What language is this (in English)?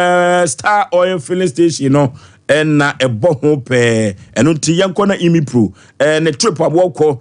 Akan